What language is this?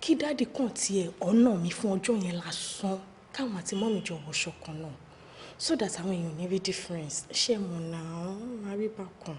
Yoruba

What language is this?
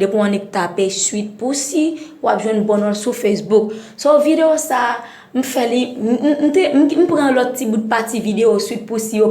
Haitian Creole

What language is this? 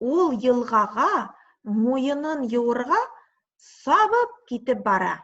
Bashkir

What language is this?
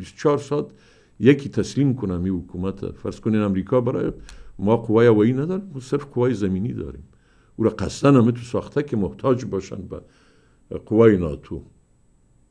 Persian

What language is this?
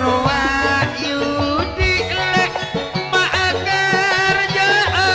Madurese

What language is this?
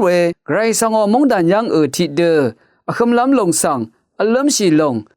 Rawang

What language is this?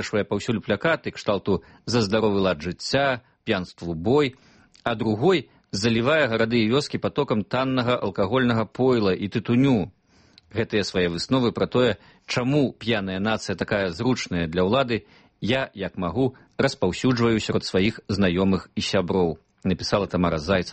Belarusian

